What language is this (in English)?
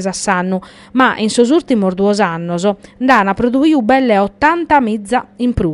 Sardinian